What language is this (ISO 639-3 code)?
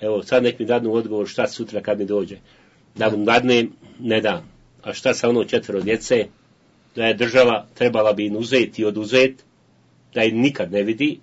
bos